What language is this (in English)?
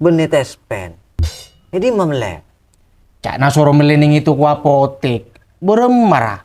Madurese